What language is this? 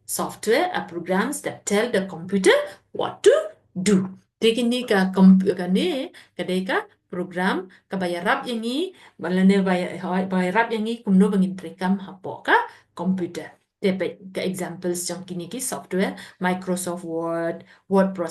Khasi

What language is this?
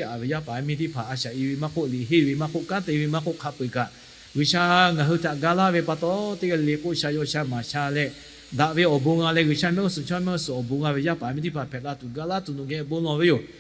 Lahu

